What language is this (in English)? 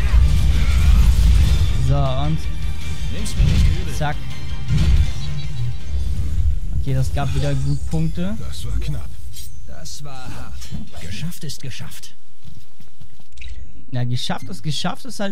German